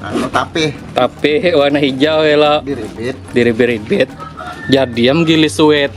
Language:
Banjar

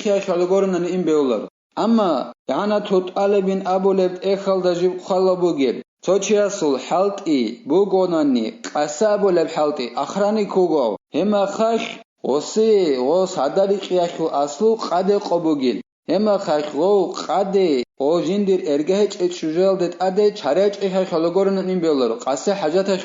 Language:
Avaric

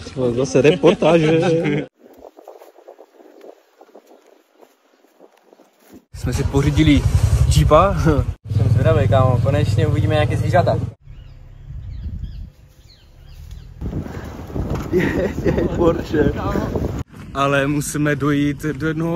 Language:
Czech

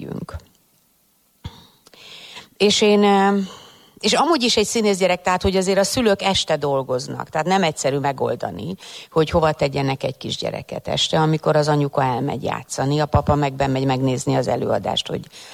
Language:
Hungarian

